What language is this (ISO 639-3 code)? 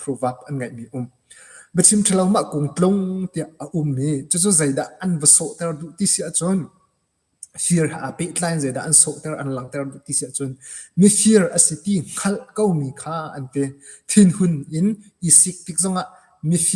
cnh